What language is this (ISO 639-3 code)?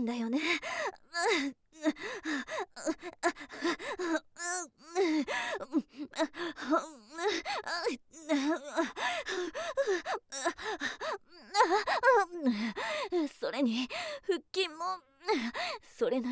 jpn